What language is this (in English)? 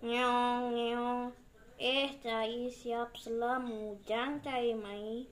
Balinese